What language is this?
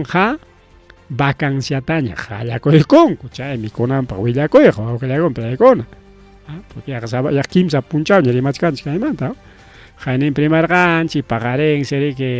Ayacucho Quechua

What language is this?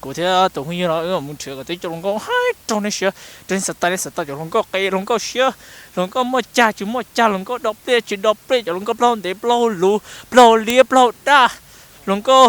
Hmong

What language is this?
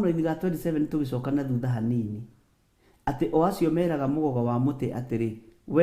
Kikuyu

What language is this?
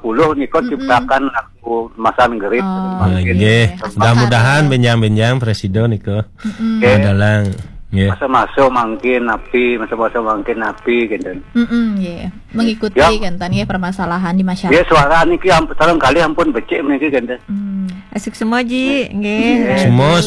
Balinese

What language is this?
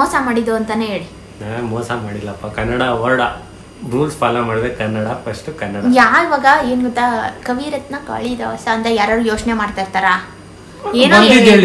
Kannada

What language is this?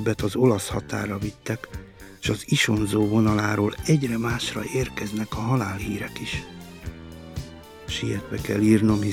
Hungarian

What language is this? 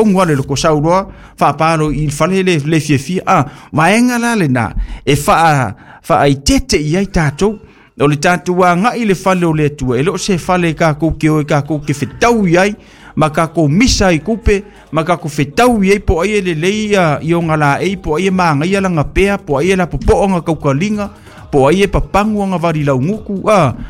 Samoan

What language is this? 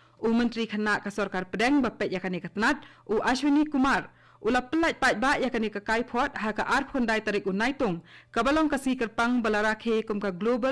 Khasi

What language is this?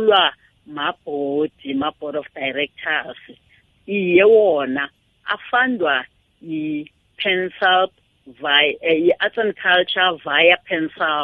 South Ndebele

